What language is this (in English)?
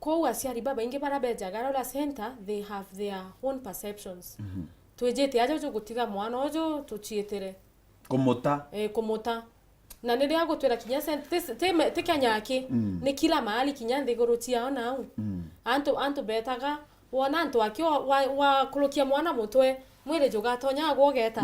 Meru